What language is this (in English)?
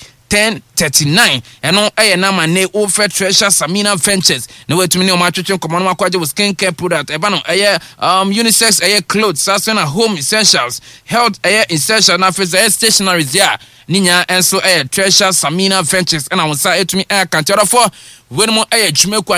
Akan